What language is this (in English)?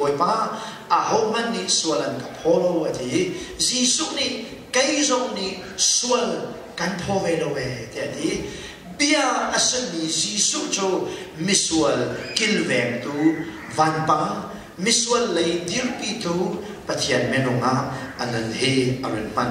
Hakha Chin